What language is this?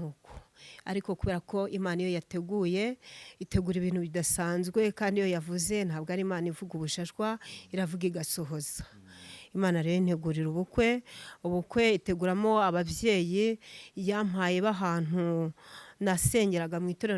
Kinyarwanda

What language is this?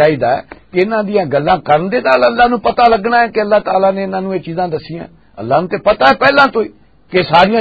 Western Panjabi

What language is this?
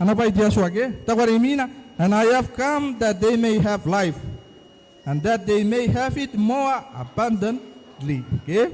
Gilbertese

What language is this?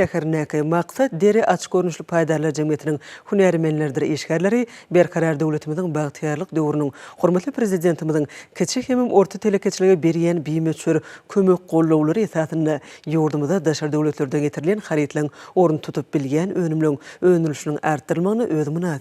Turkmen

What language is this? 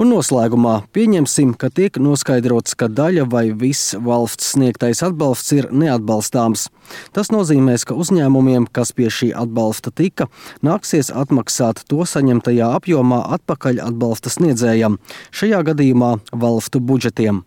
Latvian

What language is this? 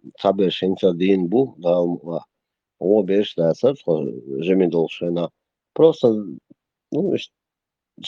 Chechen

